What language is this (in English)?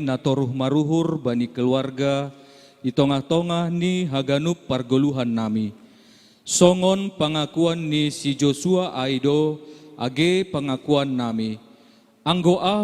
Batak Simalungun